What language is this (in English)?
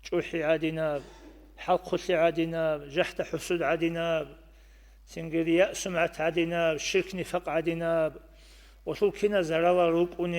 Avaric